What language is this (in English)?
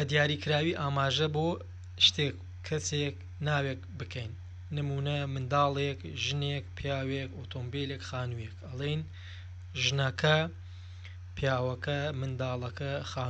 Central Kurdish